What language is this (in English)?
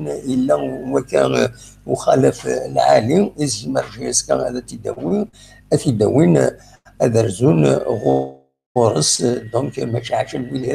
Kabyle